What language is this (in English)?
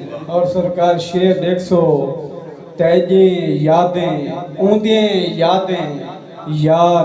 Saraiki